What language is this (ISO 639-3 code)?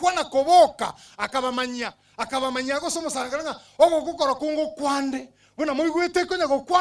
guz